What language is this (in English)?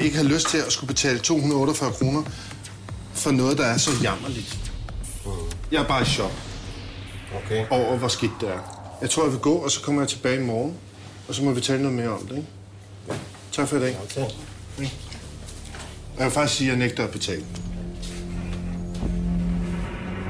Danish